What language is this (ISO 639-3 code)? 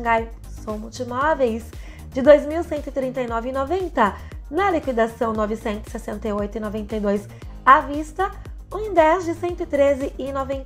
por